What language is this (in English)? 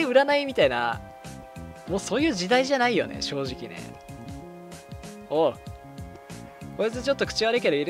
Japanese